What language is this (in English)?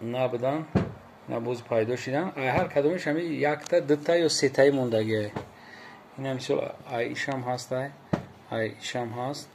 Tajik